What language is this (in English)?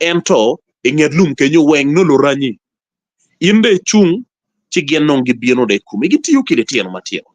Acoli